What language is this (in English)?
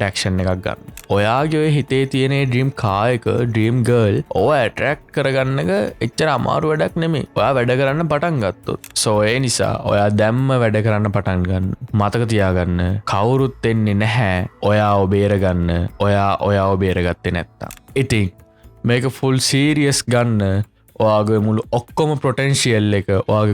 Sinhala